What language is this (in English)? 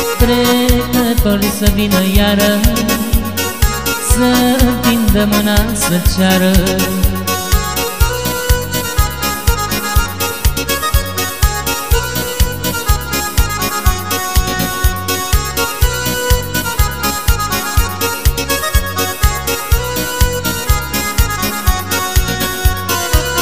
Romanian